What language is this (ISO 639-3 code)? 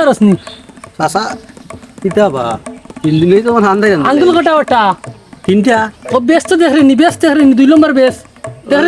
syl